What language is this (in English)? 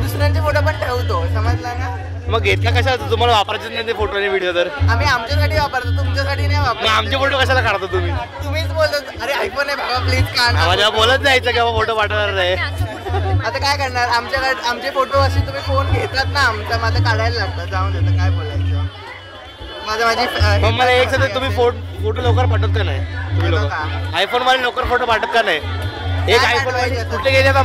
Marathi